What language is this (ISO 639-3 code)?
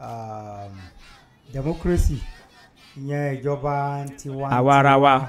yor